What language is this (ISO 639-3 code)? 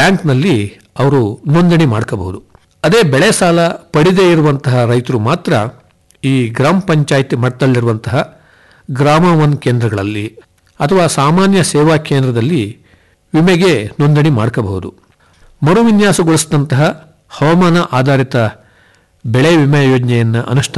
kan